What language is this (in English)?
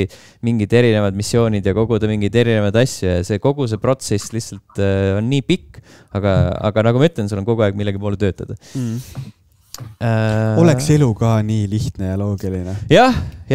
Estonian